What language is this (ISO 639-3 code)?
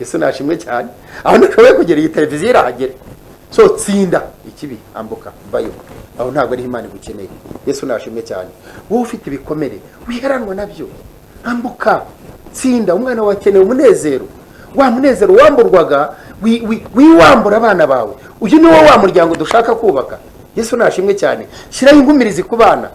kin